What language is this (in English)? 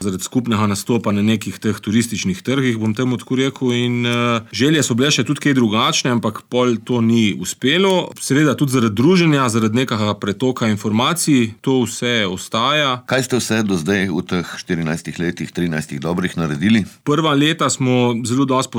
Slovenian